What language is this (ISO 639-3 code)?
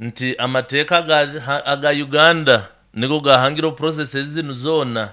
nyo